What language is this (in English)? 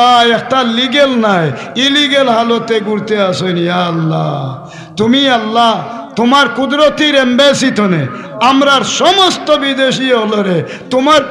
Sylheti